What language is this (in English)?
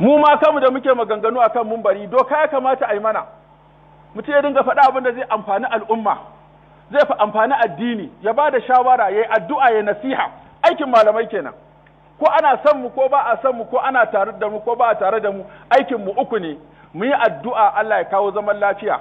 Hausa